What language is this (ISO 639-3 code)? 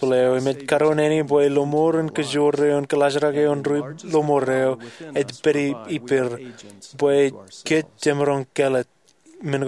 mah